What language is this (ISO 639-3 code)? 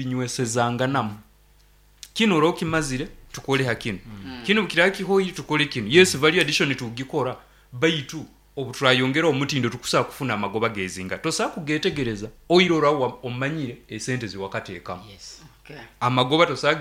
nyn